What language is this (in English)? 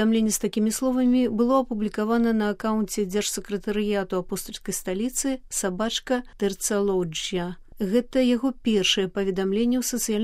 Belarusian